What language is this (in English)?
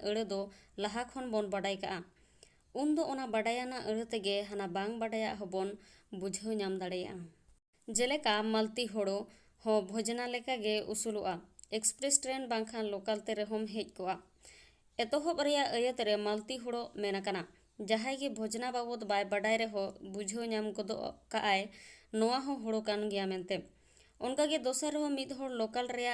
Santali